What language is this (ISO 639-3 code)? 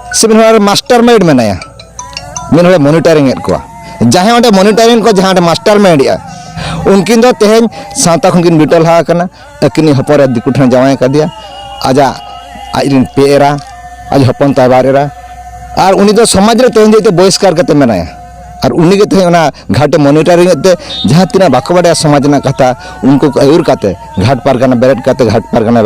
sat